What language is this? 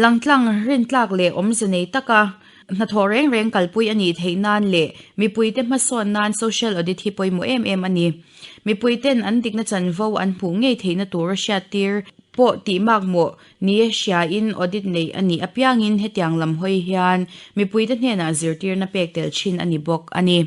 Mizo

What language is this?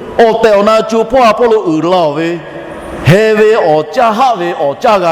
Lahu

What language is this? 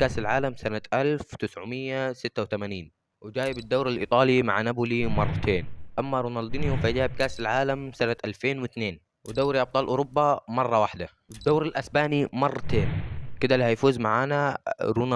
Egyptian Arabic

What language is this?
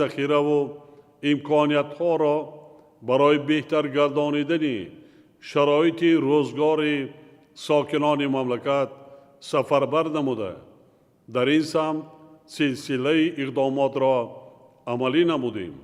Tajik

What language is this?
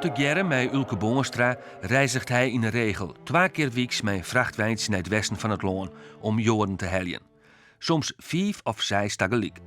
Western Frisian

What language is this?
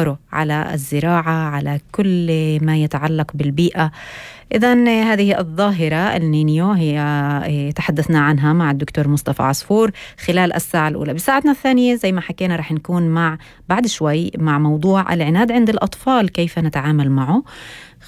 North Levantine Arabic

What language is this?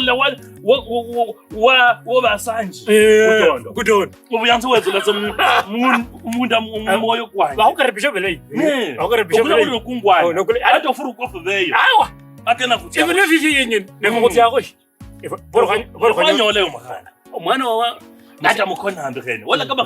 Kabras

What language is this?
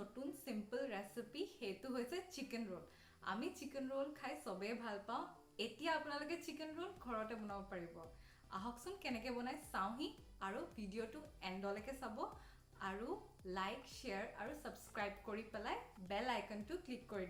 Assamese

